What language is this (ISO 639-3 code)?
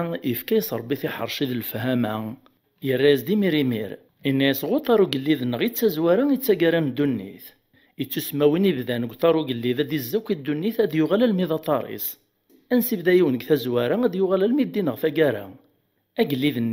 kab